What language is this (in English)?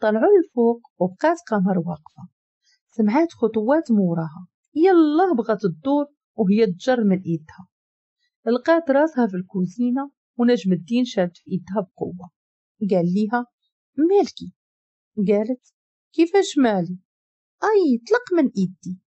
Moroccan Arabic